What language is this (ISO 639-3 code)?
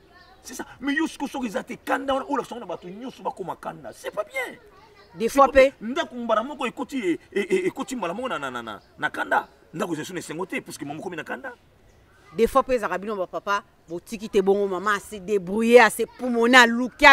lin